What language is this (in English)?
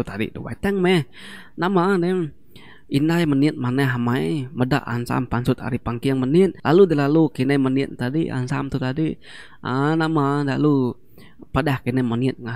Iban